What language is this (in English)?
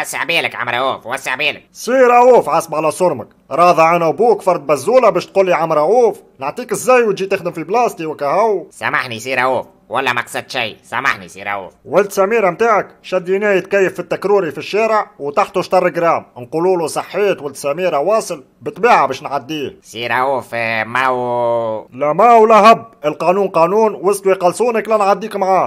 Tunisian Arabic